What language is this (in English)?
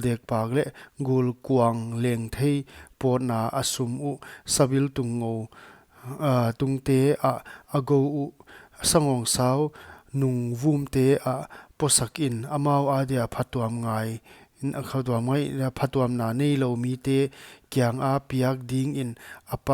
Paite Chin